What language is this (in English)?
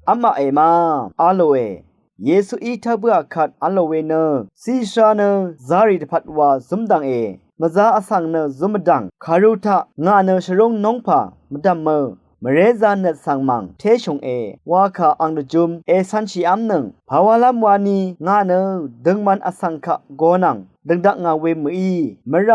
Rawang